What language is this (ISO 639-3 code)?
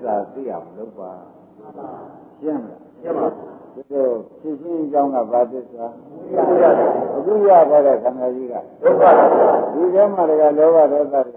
mya